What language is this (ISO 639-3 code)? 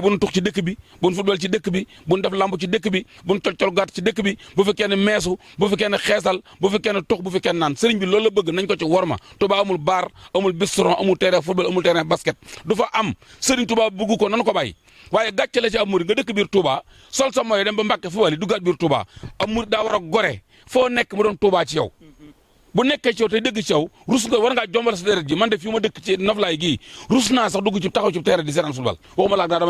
wol